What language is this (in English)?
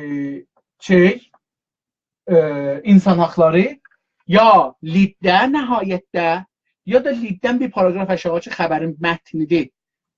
South Azerbaijani